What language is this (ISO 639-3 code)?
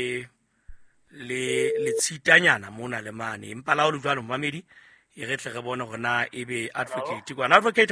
sot